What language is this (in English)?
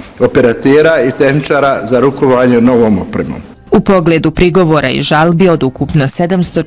Bosnian